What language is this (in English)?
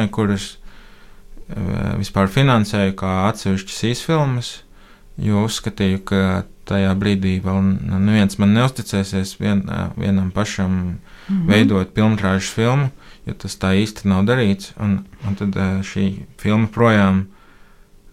Latvian